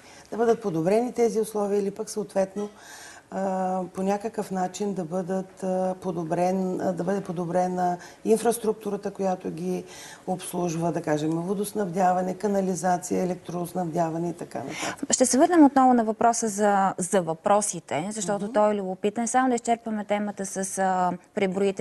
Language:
Bulgarian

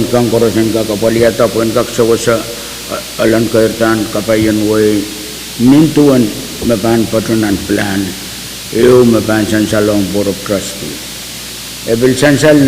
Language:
Pohnpeian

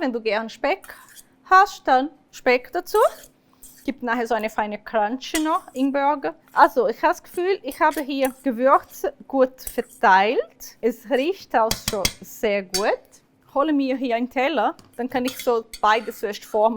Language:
Swiss German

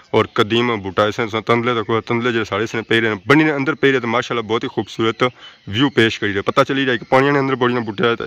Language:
Pahari-Potwari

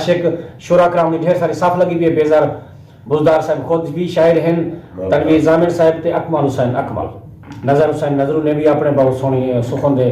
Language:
Saraiki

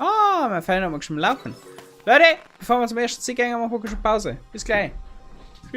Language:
Bavarian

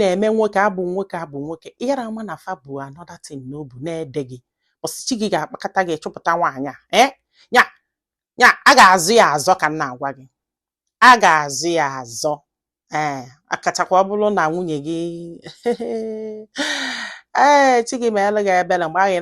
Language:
Igbo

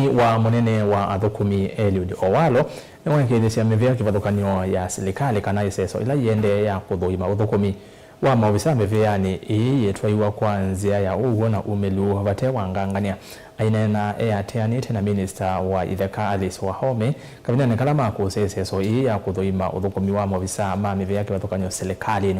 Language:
Kamba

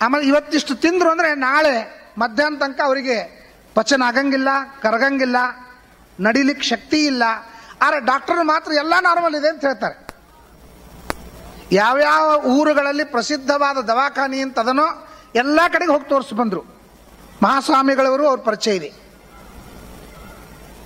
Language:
Kannada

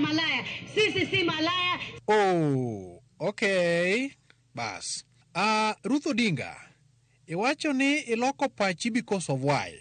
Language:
Luo (Kenya and Tanzania)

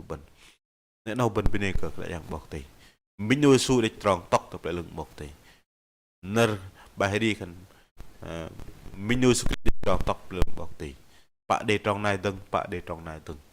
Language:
Bahnar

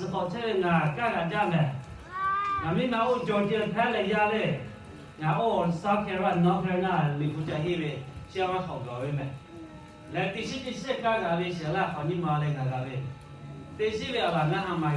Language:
Lahu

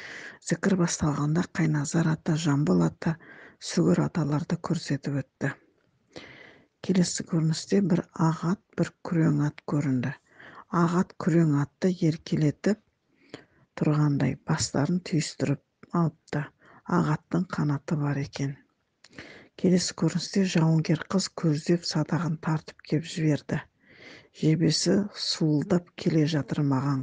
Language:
Kazakh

